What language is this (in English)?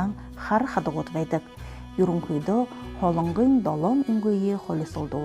Buriat